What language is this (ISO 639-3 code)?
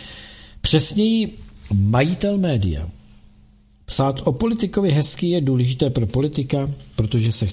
ces